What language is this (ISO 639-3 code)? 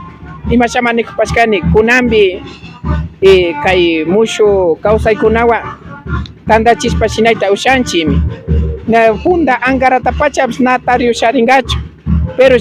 qvi